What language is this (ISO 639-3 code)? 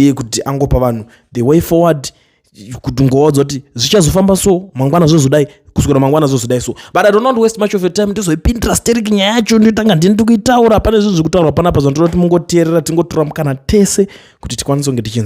sna